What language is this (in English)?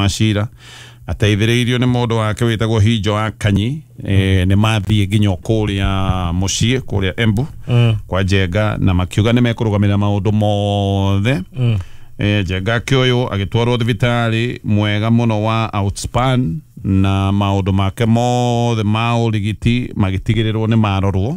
Kikuyu